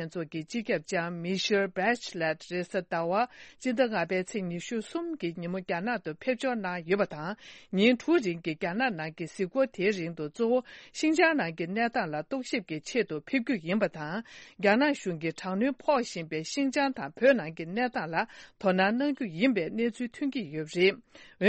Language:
Tibetan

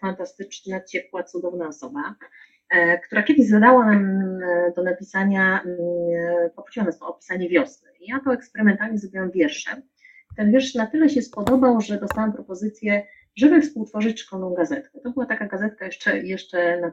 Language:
Polish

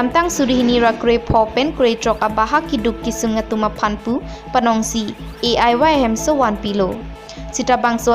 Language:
Karbi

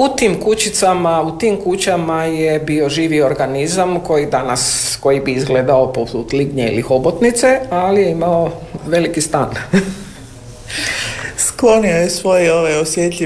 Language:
Croatian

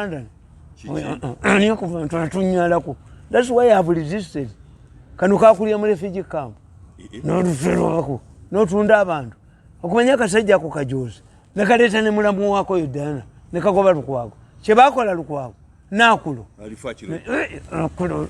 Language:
Ganda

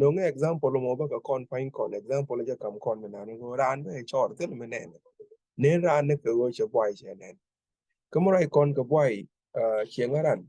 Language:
Nuer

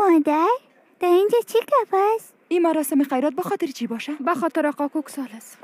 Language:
Persian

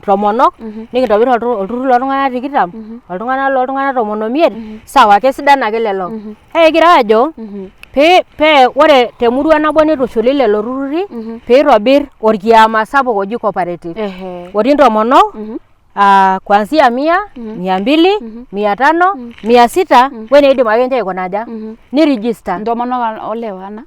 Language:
Masai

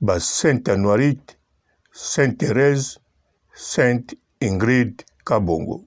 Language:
Lingala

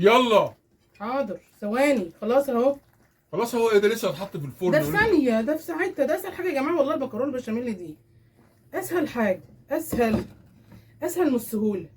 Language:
Egyptian Arabic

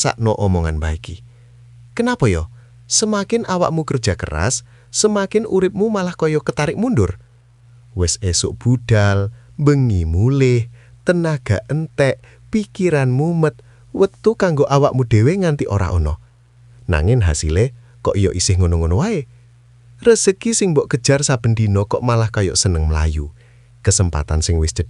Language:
Javanese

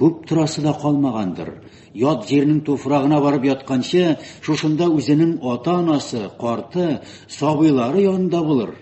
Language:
Tatar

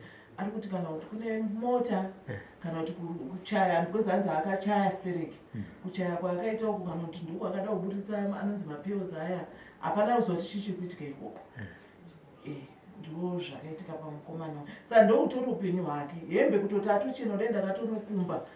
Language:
Shona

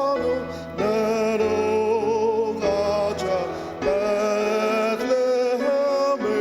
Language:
Ao Naga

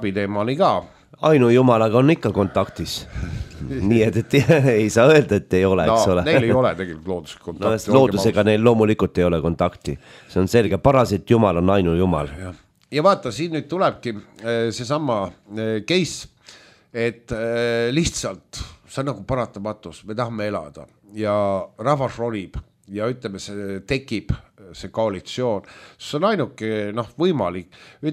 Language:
Estonian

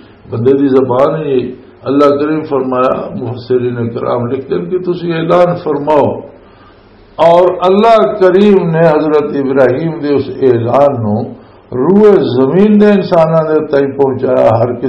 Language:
Western Panjabi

